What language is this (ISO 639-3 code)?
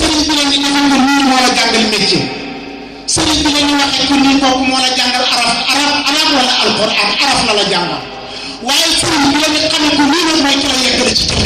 wol